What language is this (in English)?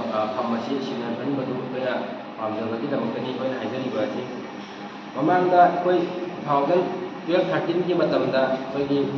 Manipuri